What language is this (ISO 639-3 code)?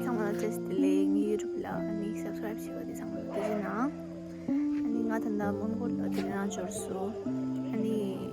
bod